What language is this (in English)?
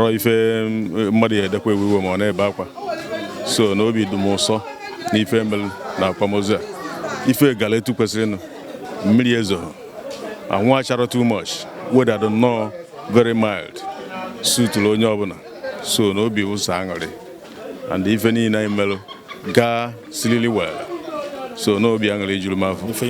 Igbo